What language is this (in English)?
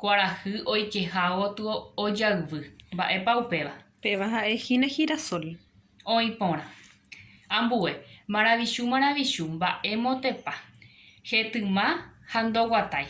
Guarani